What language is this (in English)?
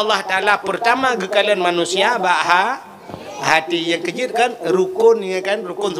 Achinese